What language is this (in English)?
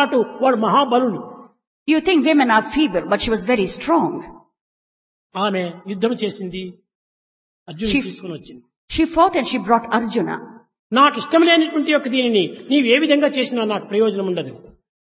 Telugu